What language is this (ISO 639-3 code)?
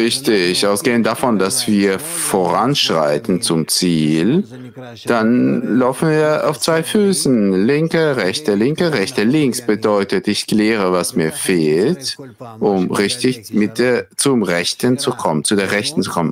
deu